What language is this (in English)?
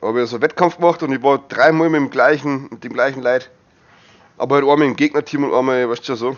Bavarian